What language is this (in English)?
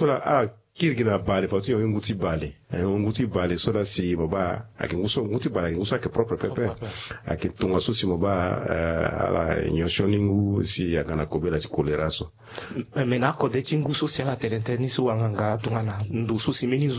Sango